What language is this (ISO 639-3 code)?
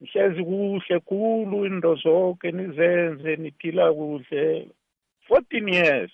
nbl